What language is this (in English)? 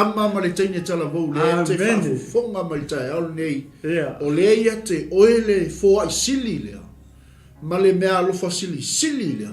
Samoan